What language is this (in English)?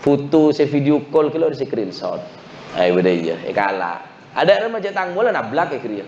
Madurese